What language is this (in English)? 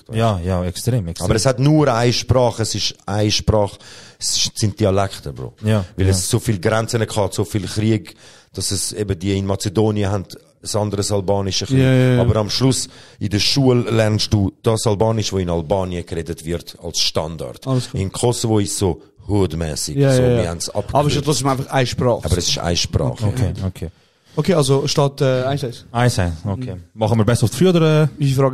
Swiss German